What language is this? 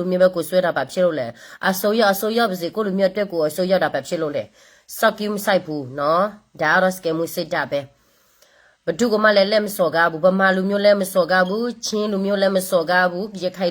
S'gaw Karen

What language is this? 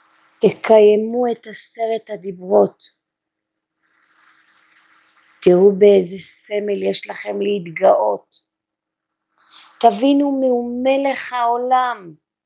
Hebrew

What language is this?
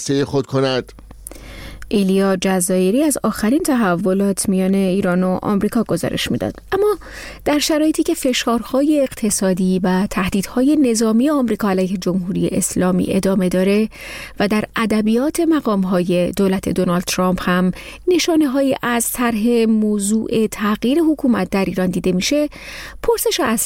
Persian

